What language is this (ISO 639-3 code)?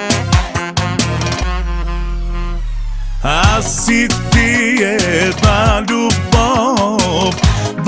bul